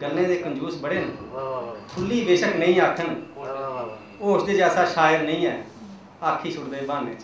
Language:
Dogri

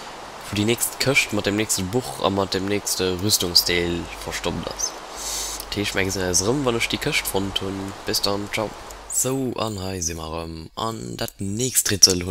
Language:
Luxembourgish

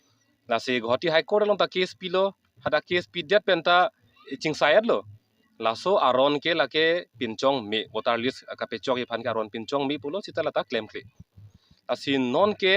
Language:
Karbi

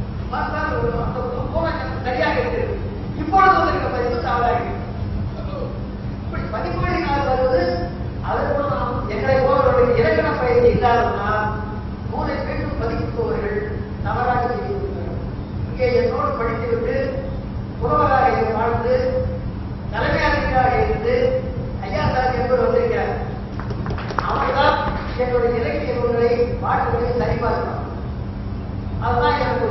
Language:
Tamil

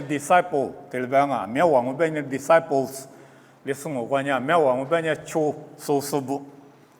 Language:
Lisu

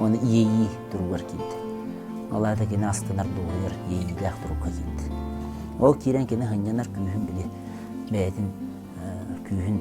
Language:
Yakut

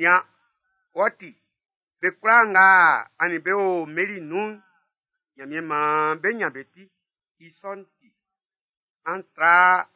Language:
Baoulé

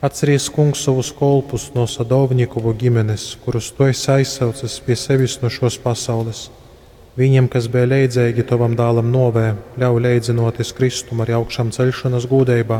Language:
Latgalian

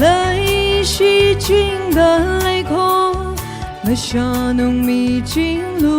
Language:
Tangkhul Naga (India)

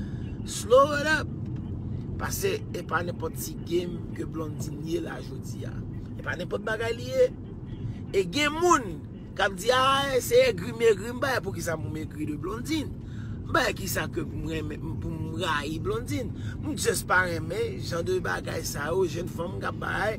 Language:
Haitian Creole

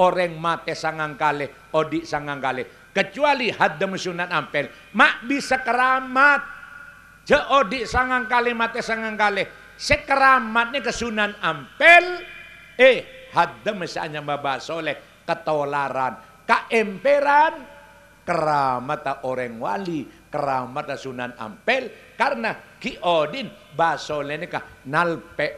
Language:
Madurese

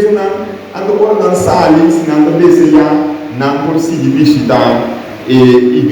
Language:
Papiamento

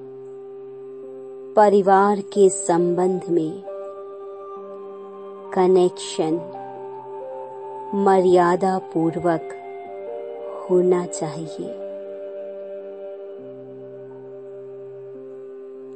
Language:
Hindi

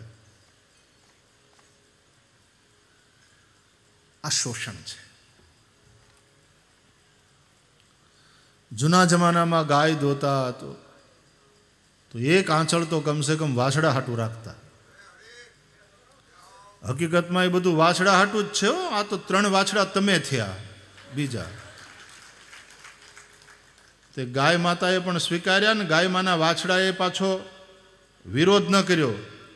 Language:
Gujarati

